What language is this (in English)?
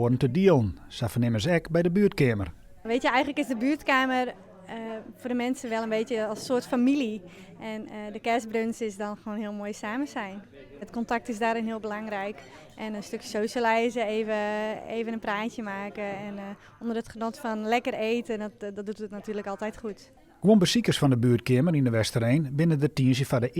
Western Frisian